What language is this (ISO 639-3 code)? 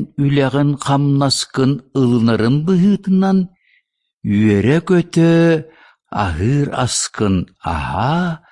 sah